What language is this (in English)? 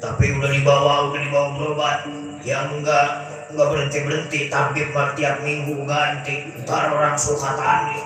Betawi